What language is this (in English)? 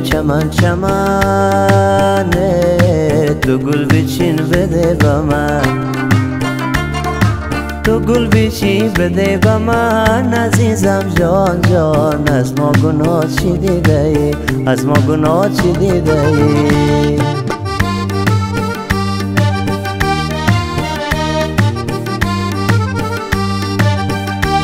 Persian